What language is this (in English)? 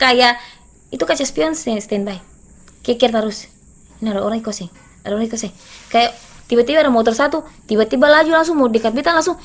Ambonese Malay